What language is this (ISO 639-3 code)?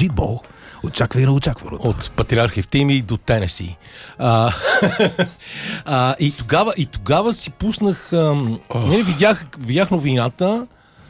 bul